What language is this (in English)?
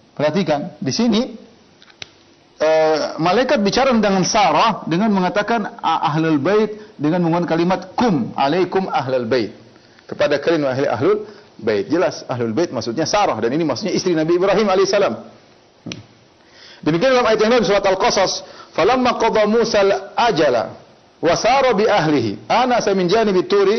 Indonesian